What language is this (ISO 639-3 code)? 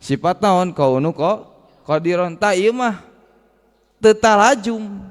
sun